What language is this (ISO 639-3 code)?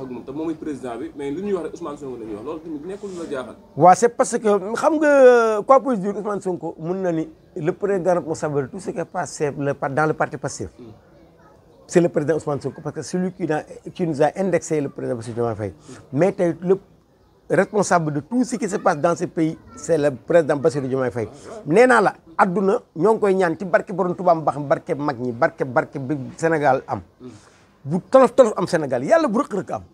wol